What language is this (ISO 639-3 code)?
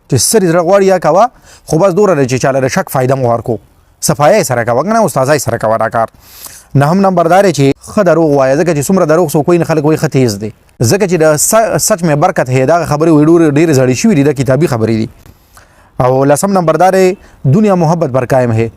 pus